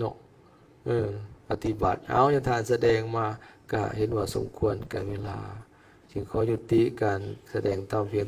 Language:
Lao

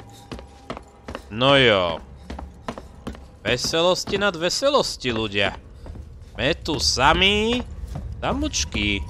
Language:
Slovak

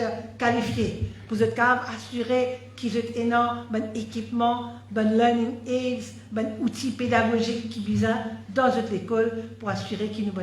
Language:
Morisyen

